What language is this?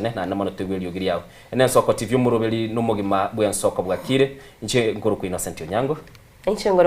Gusii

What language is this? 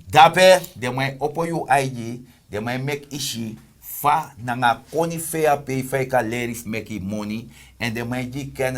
Sranan Tongo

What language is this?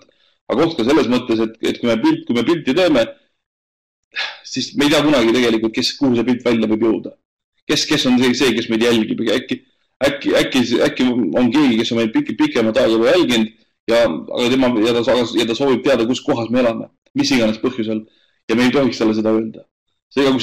Estonian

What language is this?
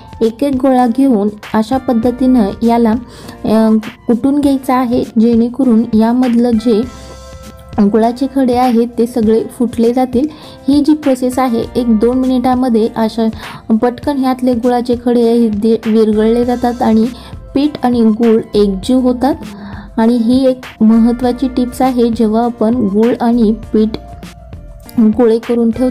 Marathi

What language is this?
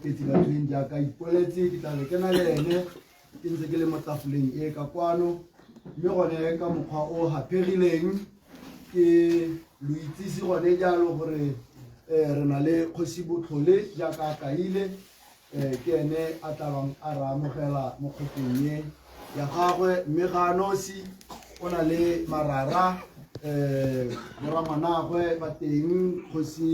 Tswana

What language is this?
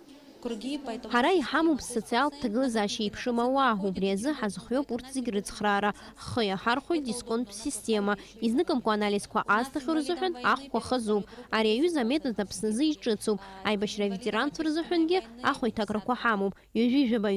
Abkhazian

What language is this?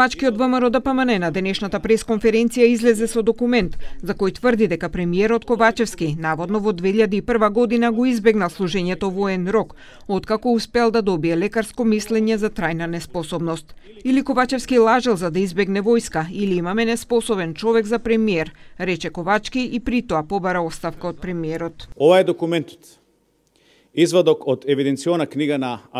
Macedonian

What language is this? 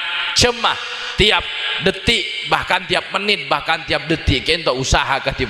Madurese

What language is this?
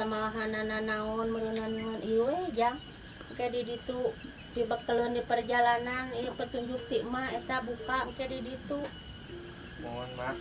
Sundanese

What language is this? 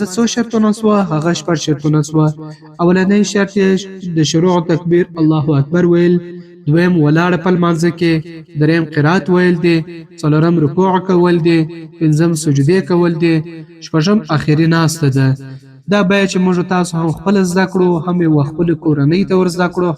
Pashto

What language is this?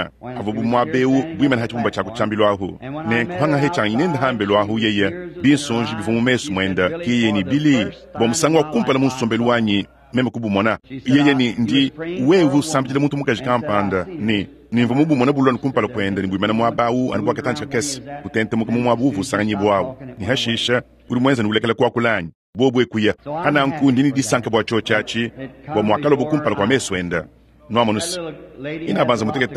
Luba-Lulua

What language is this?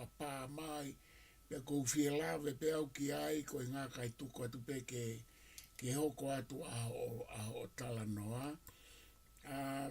Tongan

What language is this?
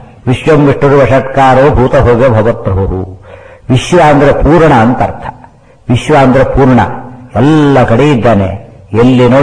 Kannada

